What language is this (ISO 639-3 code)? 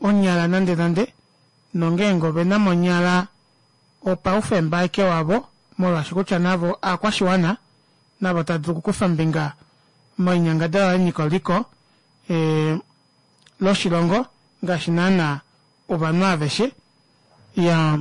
kua